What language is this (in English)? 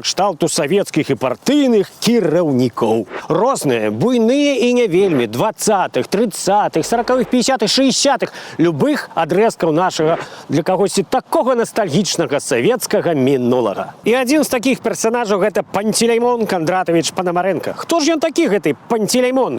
Belarusian